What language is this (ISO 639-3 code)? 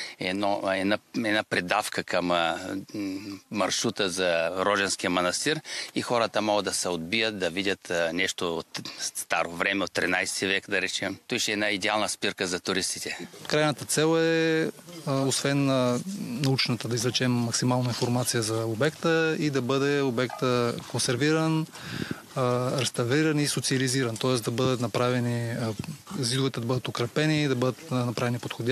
bul